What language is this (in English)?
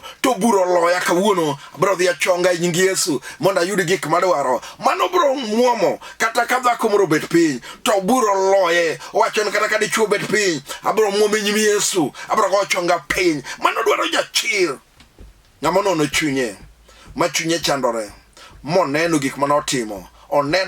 Luo (Kenya and Tanzania)